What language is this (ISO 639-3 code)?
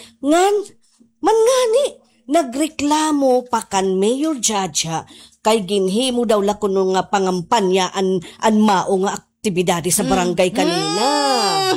war